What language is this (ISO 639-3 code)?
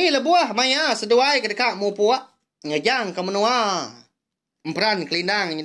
iba